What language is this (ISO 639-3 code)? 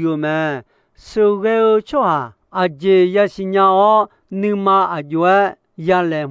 ahk